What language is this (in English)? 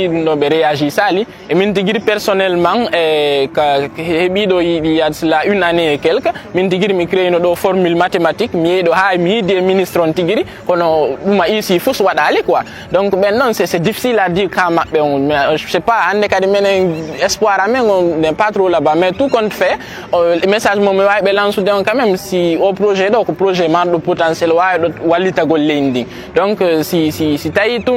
Fula